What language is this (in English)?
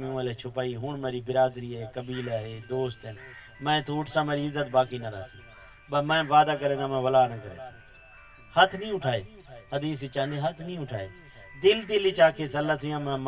Saraiki